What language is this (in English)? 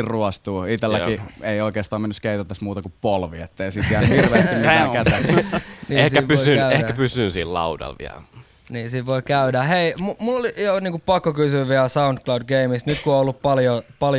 Finnish